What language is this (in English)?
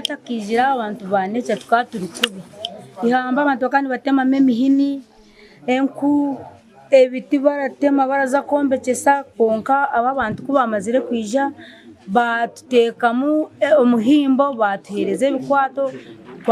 Nyankole